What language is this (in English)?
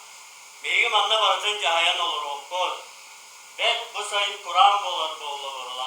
Yakut